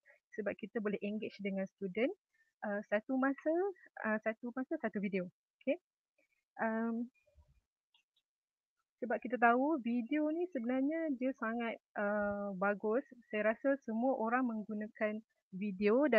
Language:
Malay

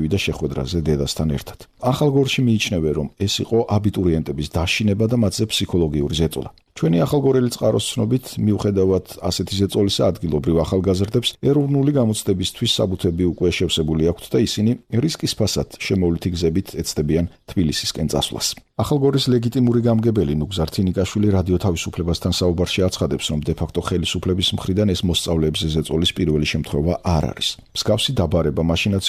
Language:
Georgian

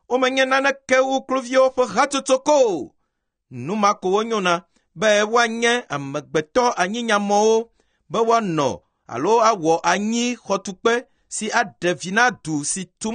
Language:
Ewe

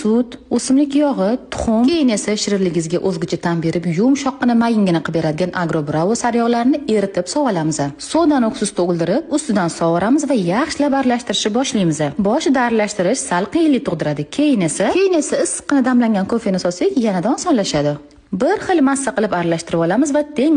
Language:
Uzbek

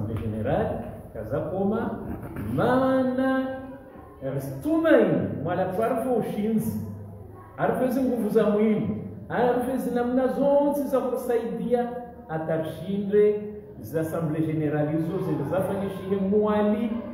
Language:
Swahili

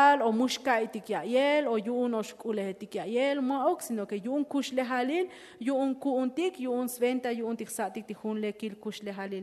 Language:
Tzotzil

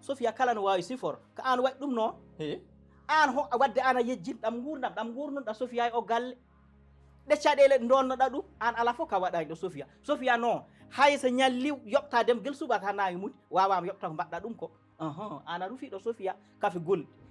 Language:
Fula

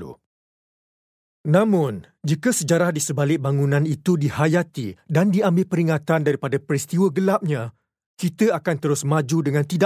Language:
Malay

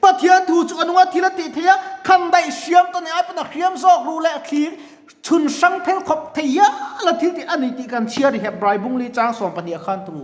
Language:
Mizo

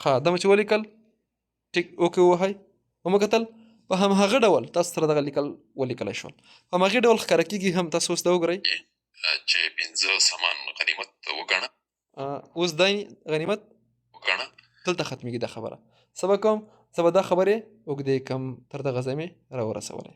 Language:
Pashto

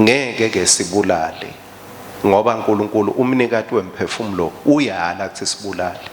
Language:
Swati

